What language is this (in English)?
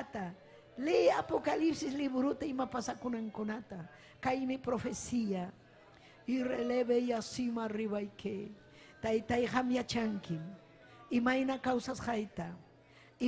Ayacucho Quechua